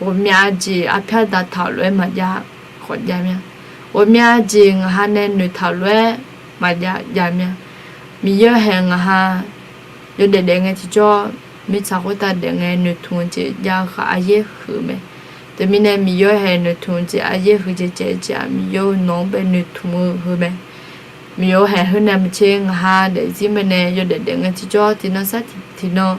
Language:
Akha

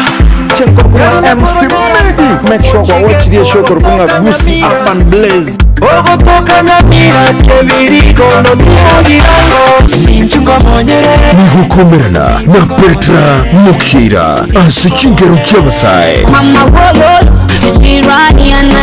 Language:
Gusii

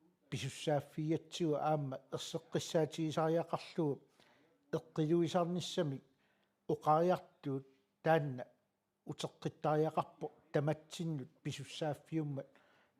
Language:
Kalaallisut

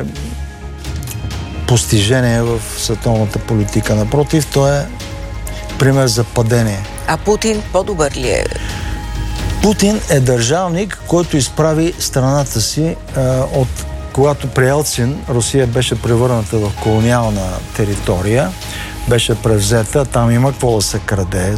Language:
Bulgarian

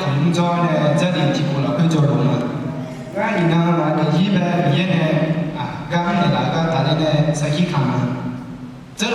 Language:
Akha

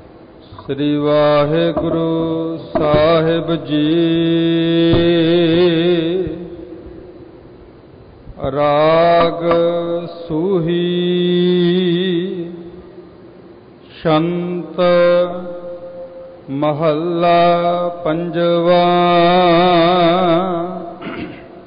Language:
Punjabi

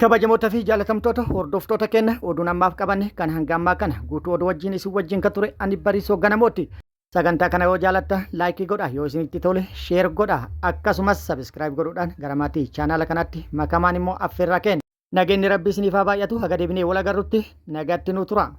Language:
Oromo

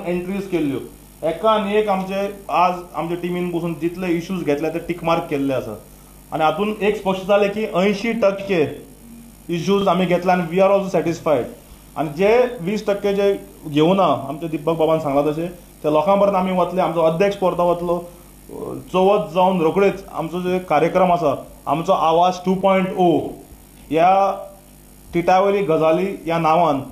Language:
Konkani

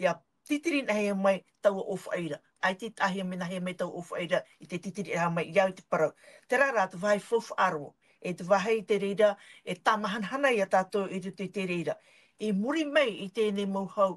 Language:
Tahitian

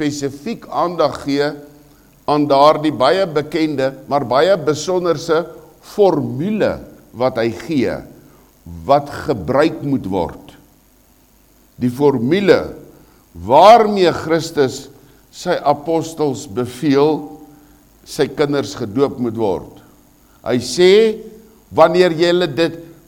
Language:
Afrikaans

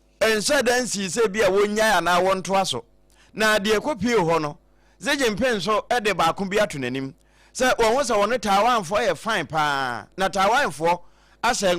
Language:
Akan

